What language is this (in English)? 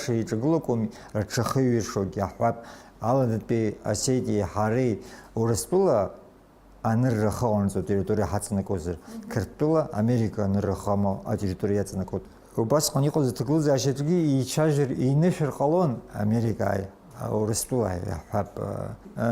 Abkhazian